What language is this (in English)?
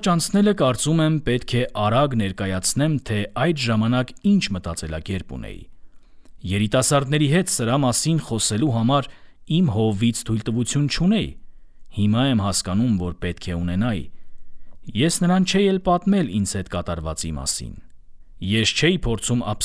Armenian